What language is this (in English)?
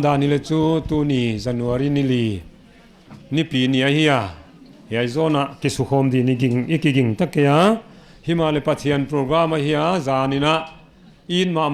Paite Chin